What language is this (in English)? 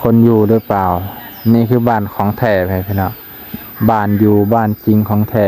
Lao